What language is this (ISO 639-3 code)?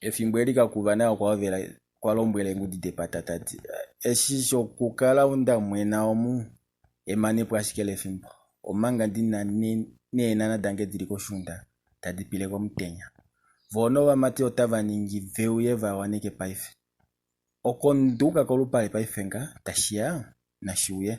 kua